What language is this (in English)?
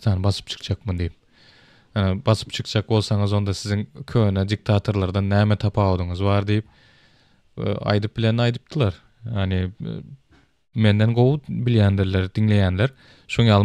Turkmen